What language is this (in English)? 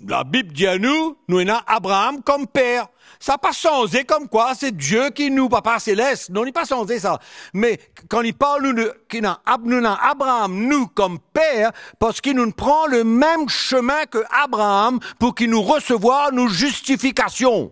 Morisyen